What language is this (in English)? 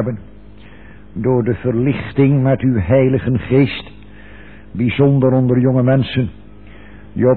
Dutch